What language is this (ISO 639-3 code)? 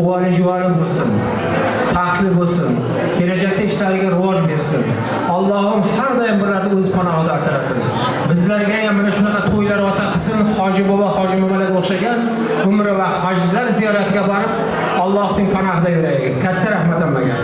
kaa